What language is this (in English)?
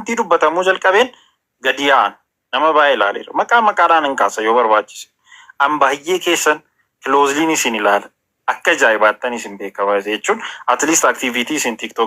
Oromo